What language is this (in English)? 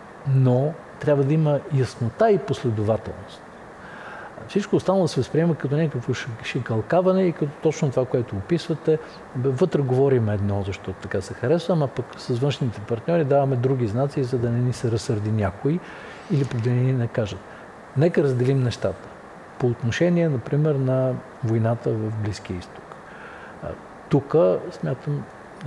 Bulgarian